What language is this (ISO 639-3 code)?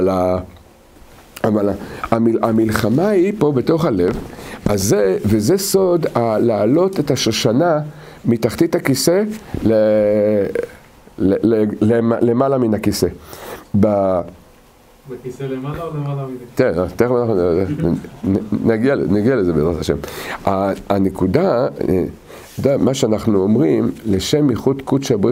heb